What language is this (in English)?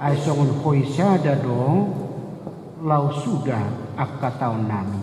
Batak Toba